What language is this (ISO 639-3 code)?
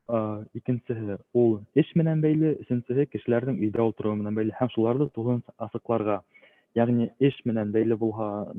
bak